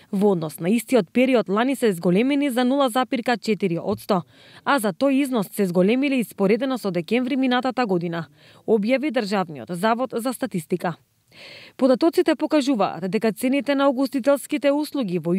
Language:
Macedonian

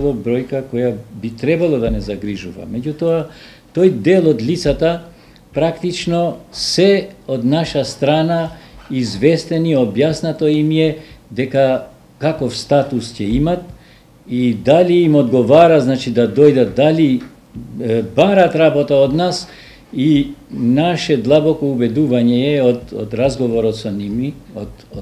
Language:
Macedonian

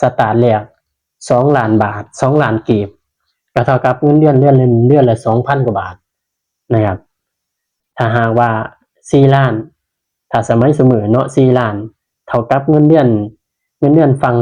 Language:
Northeastern Thai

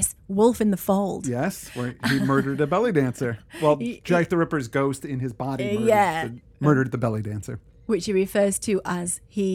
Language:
English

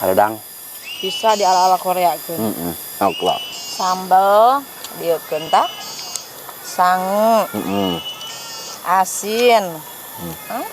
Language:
Sundanese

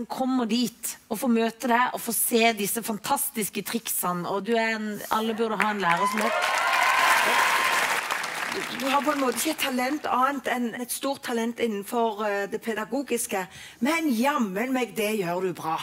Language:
Norwegian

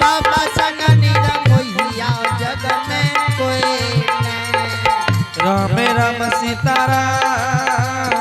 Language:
Angika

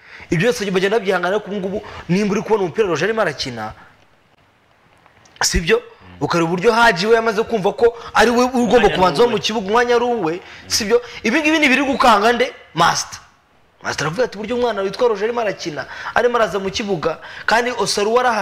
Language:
Kinyarwanda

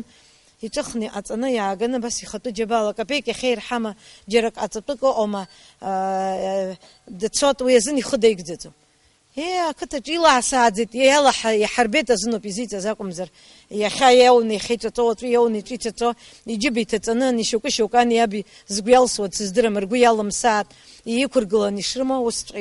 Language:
Abkhazian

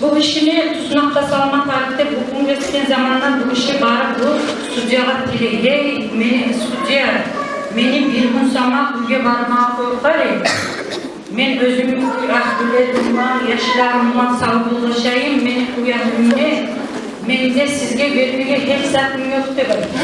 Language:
Kumyk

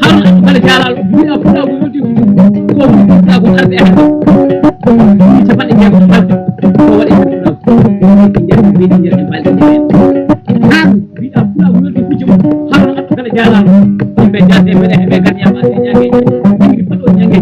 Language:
Fula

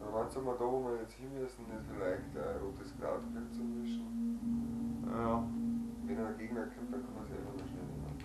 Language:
Bavarian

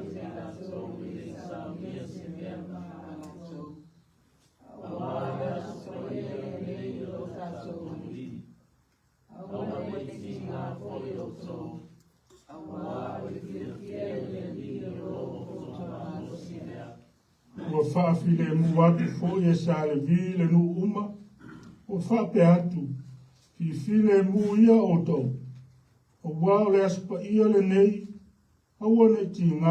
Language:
Samoan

